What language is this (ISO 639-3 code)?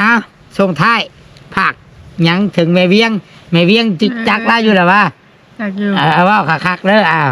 tts